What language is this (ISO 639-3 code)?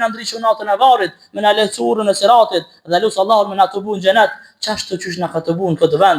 sqi